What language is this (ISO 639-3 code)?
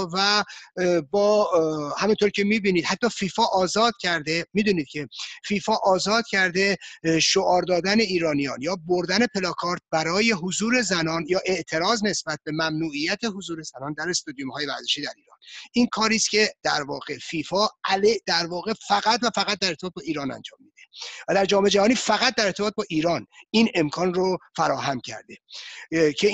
fas